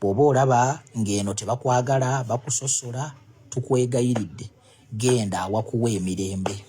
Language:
Ganda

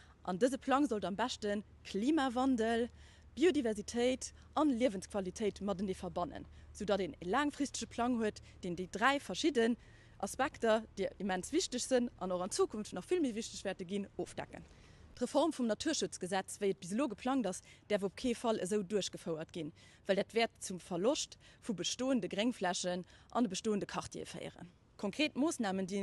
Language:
Luxembourgish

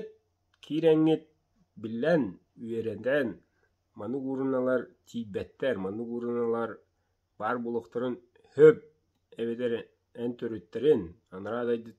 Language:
Yakut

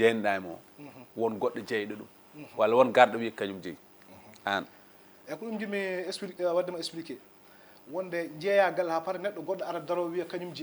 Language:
Fula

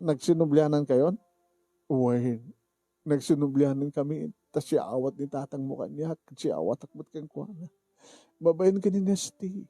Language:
Iloko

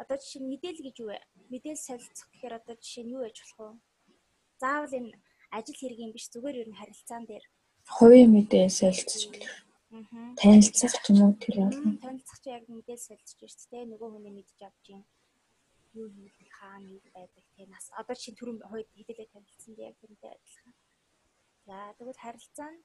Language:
Mongolian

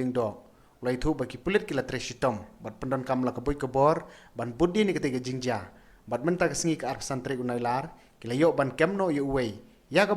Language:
Khasi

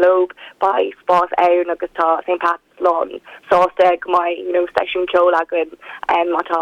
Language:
Irish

